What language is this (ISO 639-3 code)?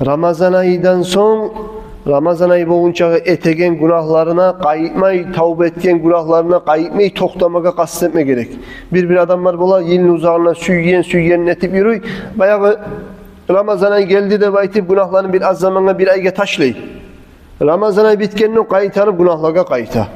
kum